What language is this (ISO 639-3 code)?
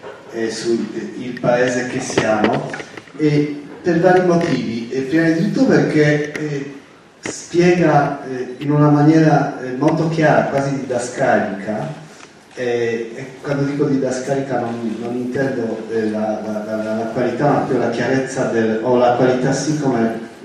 ita